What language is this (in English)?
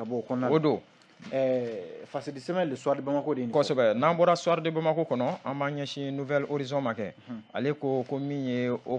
Bambara